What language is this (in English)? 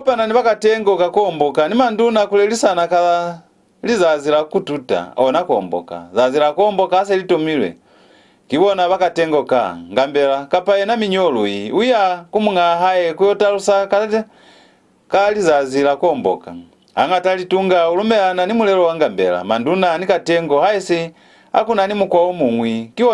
Lozi